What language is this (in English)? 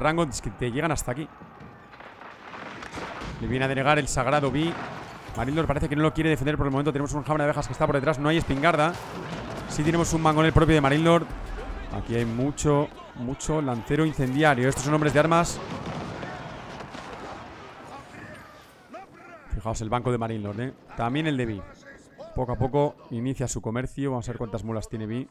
Spanish